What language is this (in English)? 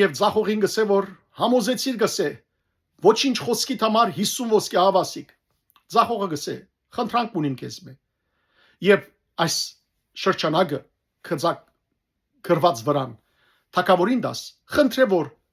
Western Armenian